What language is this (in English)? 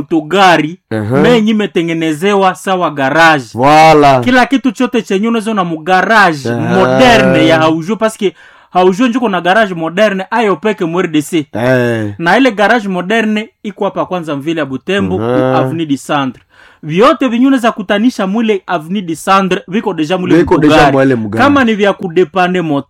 Swahili